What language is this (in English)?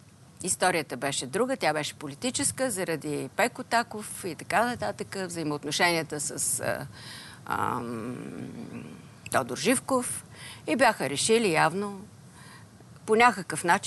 Bulgarian